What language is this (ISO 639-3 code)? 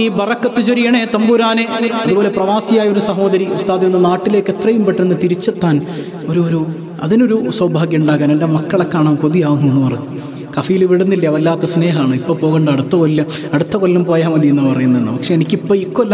mal